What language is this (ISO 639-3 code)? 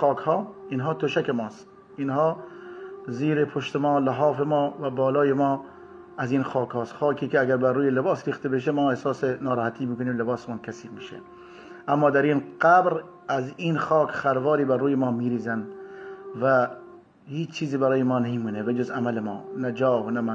fas